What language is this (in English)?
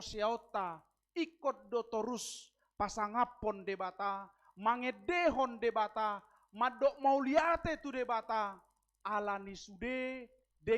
Batak Toba